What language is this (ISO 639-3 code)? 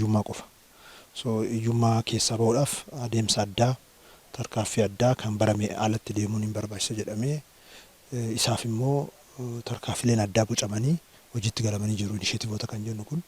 orm